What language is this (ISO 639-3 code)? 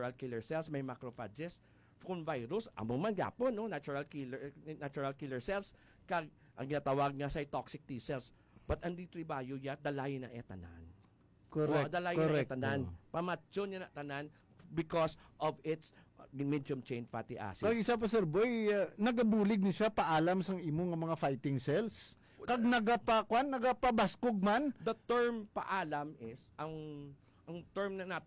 hil